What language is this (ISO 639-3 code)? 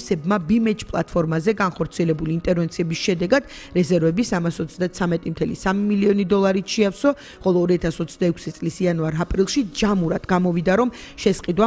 kat